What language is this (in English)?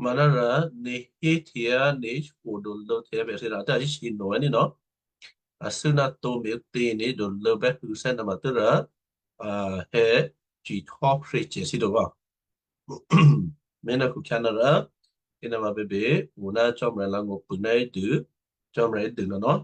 Western Kayah